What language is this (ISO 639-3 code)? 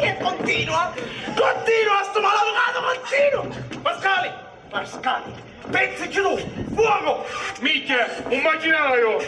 scn